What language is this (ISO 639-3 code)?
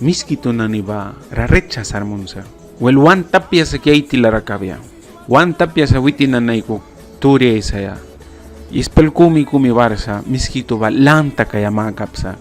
miq